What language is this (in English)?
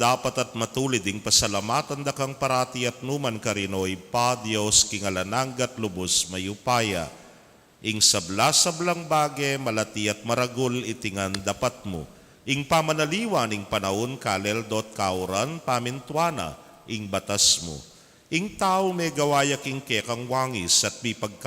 Pampanga